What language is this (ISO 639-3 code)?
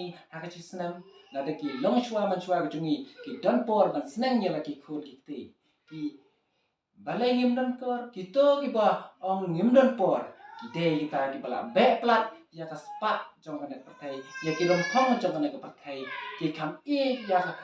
kha